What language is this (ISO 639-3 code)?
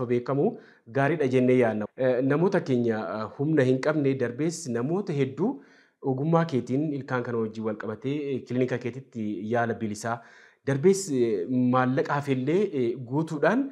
orm